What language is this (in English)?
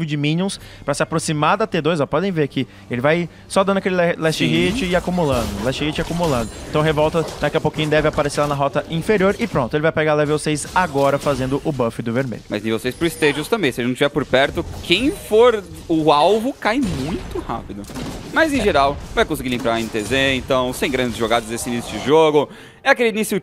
Portuguese